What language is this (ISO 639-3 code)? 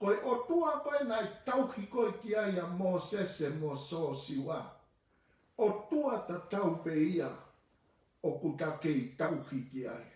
ton